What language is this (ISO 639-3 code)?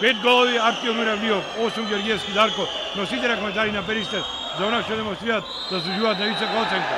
mkd